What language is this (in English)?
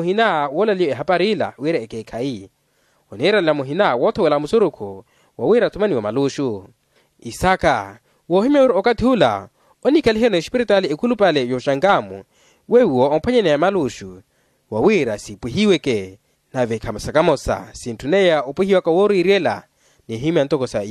Makhuwa